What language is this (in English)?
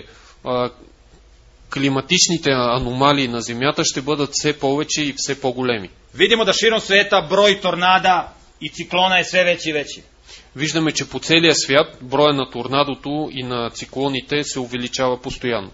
Bulgarian